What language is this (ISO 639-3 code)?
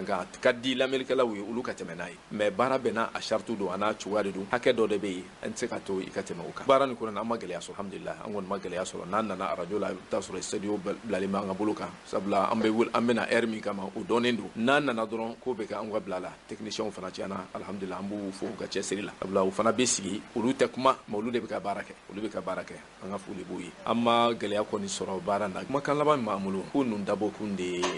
bam